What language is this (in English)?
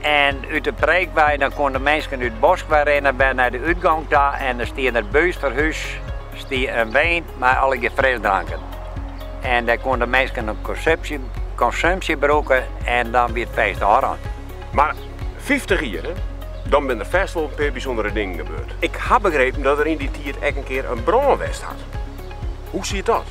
Western Frisian